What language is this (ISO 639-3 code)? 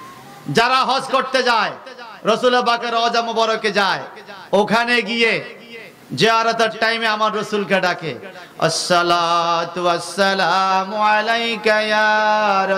ben